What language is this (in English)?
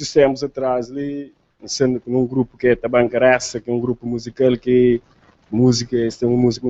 Kabuverdianu